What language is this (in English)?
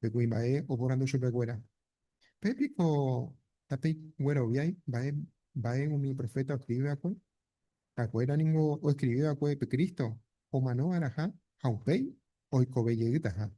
Guarani